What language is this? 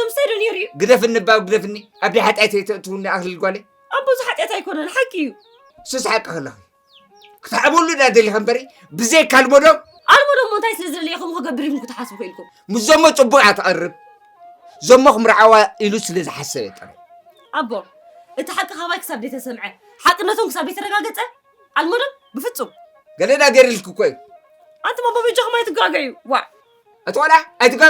Tigrinya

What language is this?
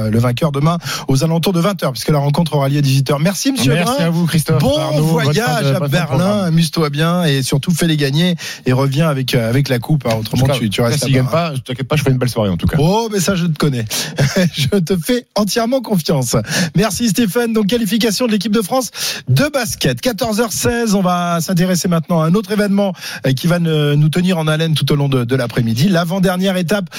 French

